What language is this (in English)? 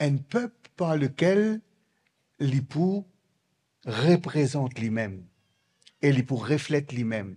Morisyen